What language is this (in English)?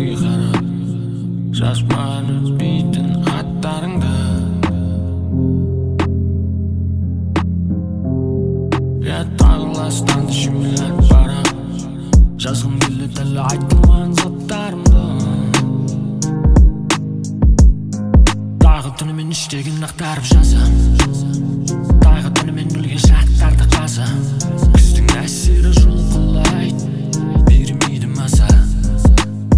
Kazakh